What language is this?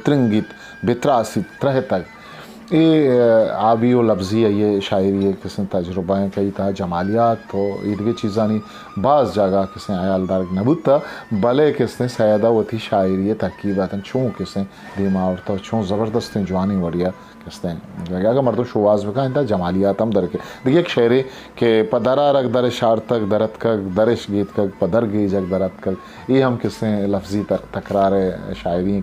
Eastern Balochi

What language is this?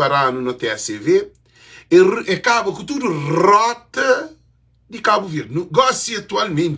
Kabuverdianu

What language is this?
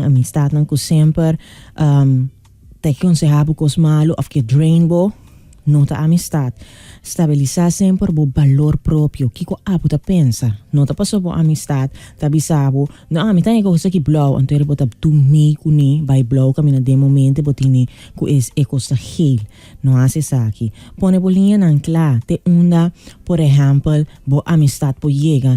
Papiamento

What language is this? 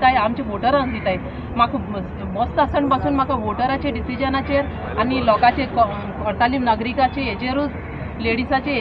Konkani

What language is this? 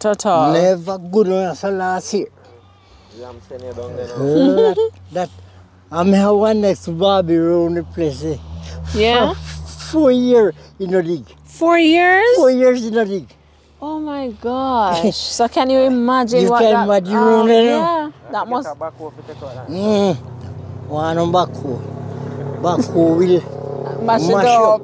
Jamaican Creole English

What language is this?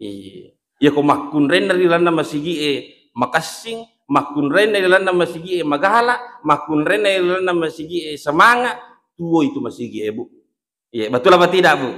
Buginese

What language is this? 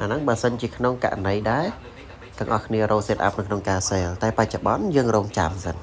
Khmer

